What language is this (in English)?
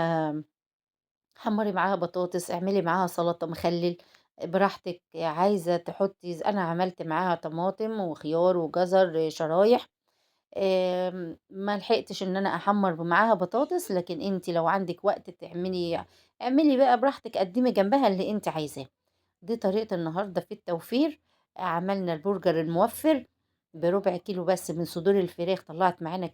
Egyptian Arabic